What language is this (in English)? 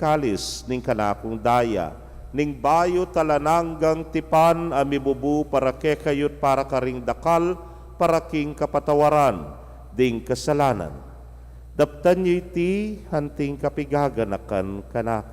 Pampanga